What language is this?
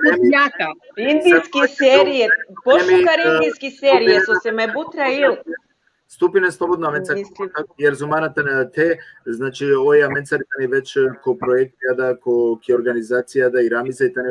Balkan Romani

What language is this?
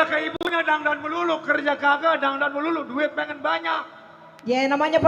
Betawi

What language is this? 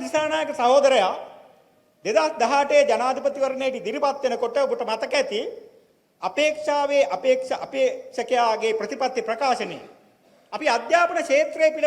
Sinhala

